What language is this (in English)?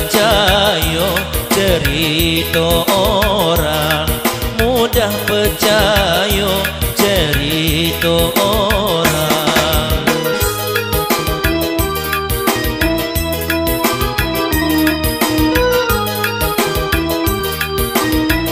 Malay